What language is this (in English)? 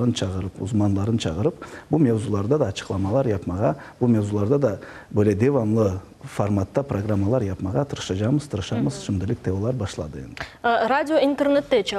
Crimean Tatar